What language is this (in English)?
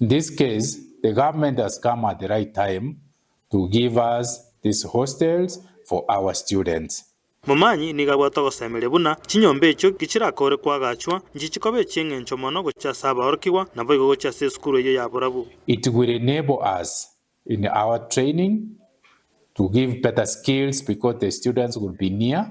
Gusii